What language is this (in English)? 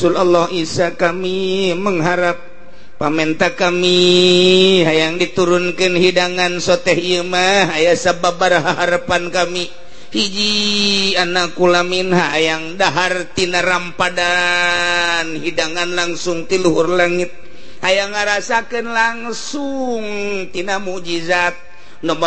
Sundanese